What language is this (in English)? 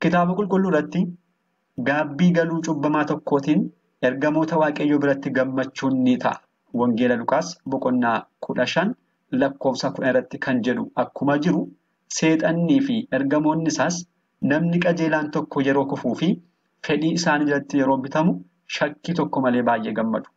Oromo